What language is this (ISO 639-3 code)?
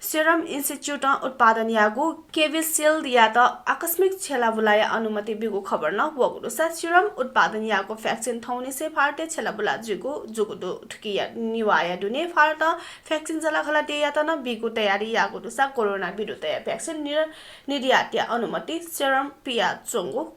new